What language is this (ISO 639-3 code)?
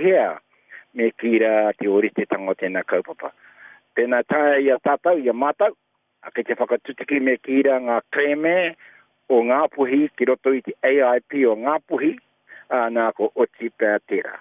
mri